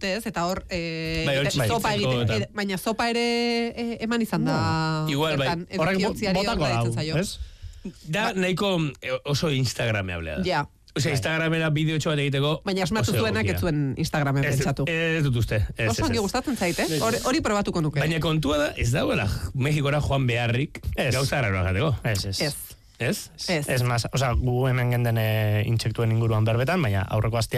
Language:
Basque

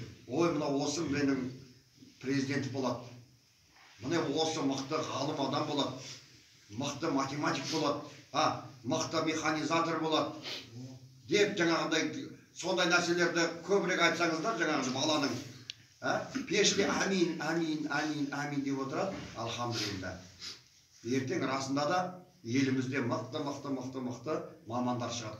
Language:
Kazakh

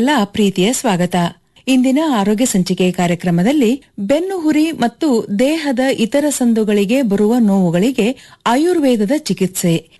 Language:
Kannada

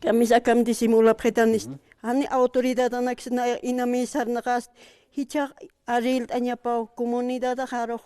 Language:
Aymara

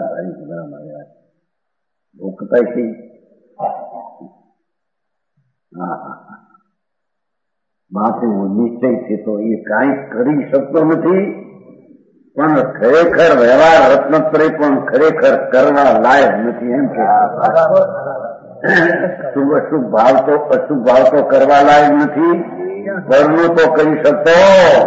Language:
Gujarati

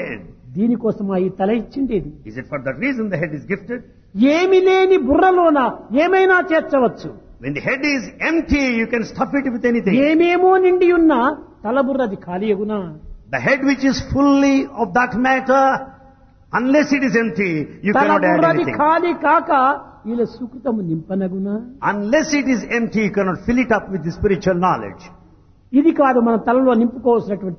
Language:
Telugu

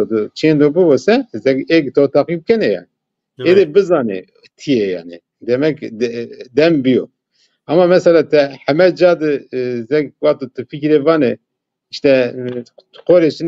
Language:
Zaza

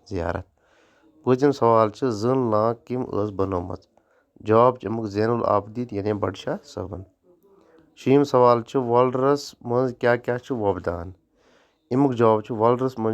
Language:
Kashmiri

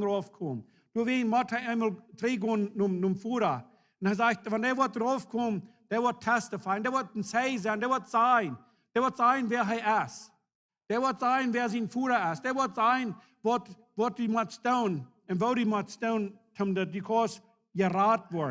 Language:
Plautdietsch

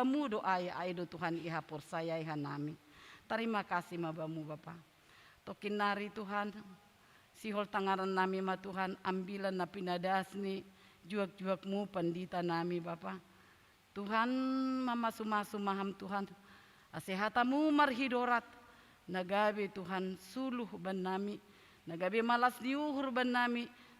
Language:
Batak Simalungun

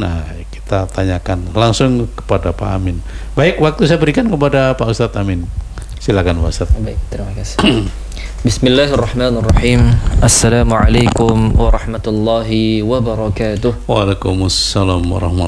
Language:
Indonesian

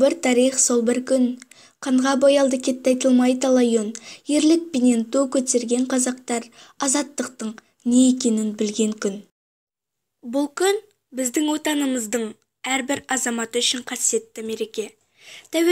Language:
Kazakh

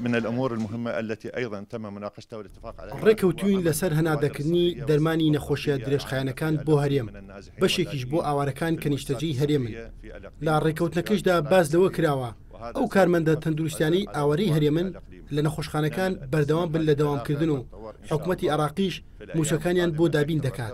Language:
Central Kurdish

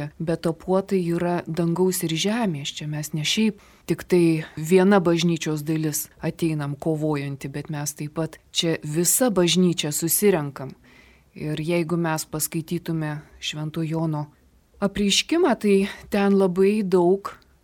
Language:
Lithuanian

